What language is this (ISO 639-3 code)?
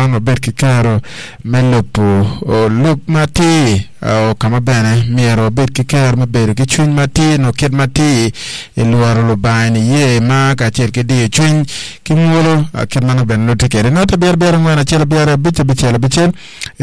ach